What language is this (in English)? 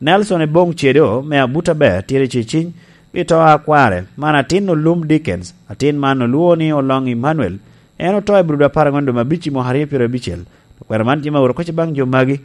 Lango (Uganda)